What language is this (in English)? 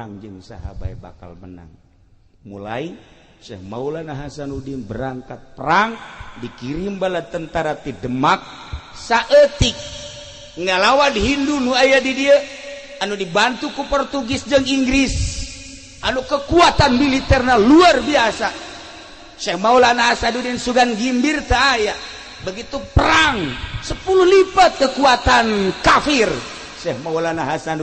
Sundanese